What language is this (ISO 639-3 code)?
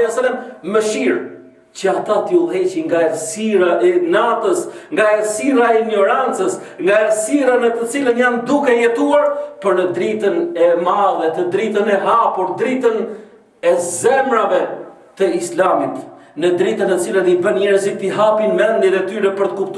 sqi